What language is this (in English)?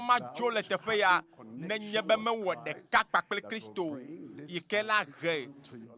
Ewe